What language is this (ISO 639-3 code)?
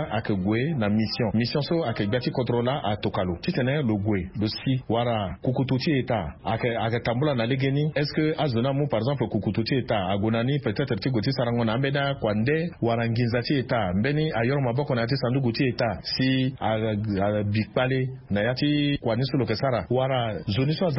sag